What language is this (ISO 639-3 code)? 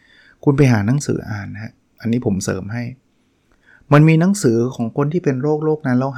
tha